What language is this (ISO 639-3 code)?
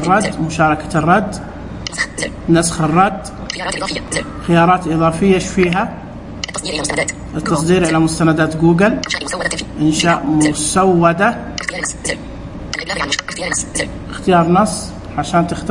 ars